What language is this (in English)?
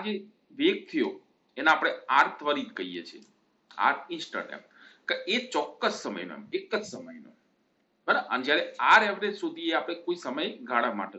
Gujarati